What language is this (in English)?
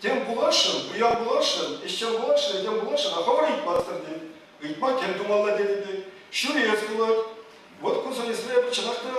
Chuvash